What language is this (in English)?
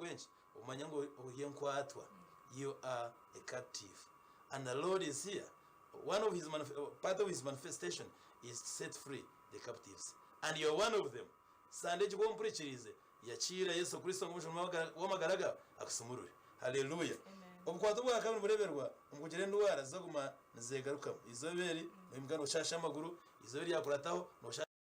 Nyankole